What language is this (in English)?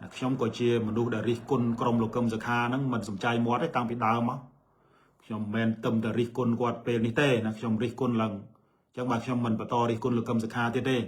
Khmer